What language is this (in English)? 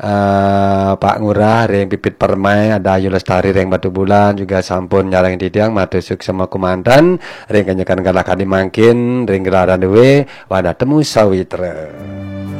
Balinese